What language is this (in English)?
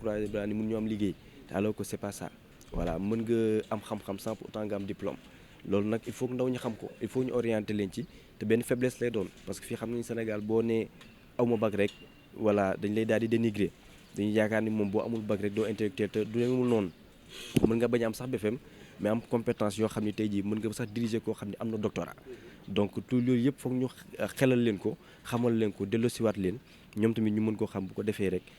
Wolof